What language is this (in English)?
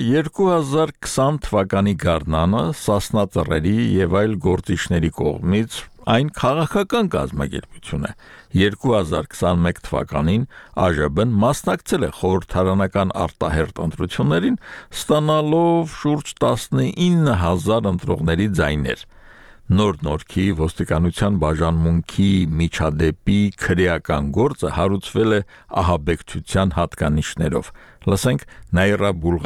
Armenian